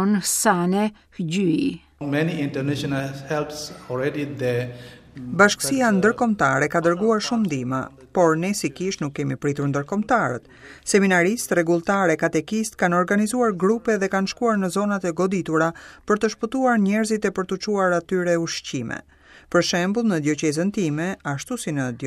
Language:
Albanian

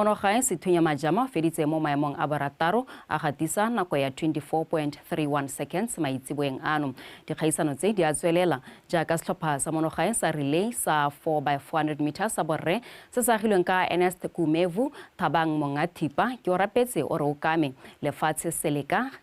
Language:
Tswana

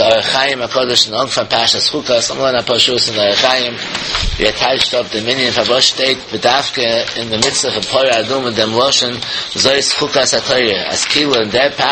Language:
Yiddish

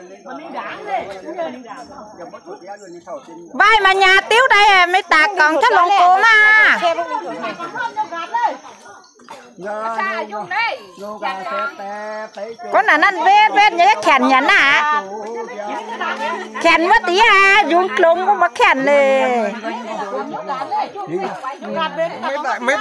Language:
Vietnamese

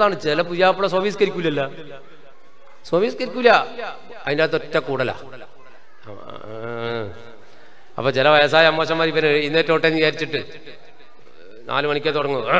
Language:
Malayalam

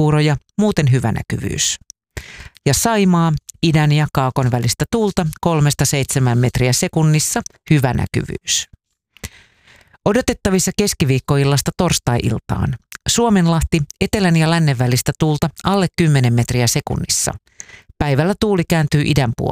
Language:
Finnish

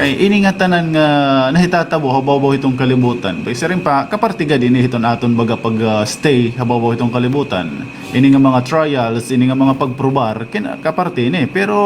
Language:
Waray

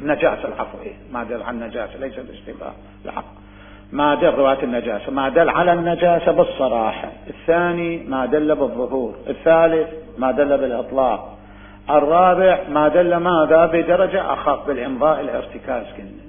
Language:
Mesopotamian Arabic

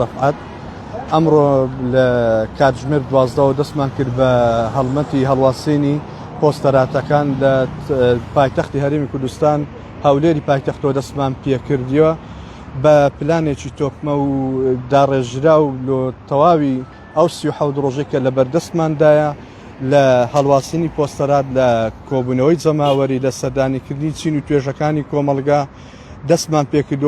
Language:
Central Kurdish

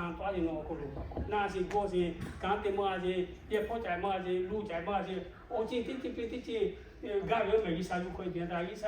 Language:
Lahu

